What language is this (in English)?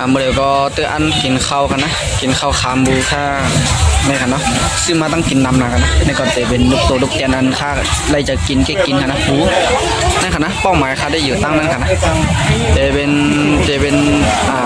Shan